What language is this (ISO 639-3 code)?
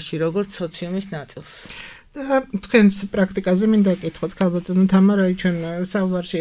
kat